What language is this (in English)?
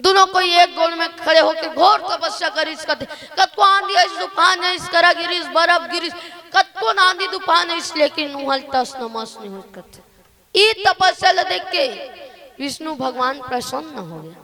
Chhattisgarhi